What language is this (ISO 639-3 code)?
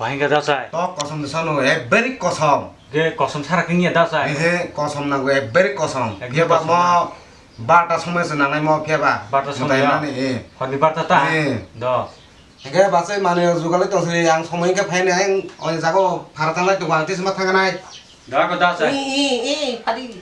trp